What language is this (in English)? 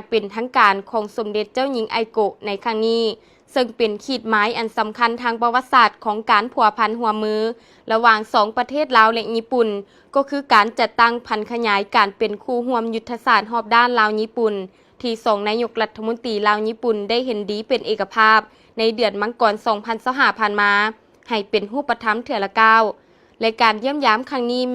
Lao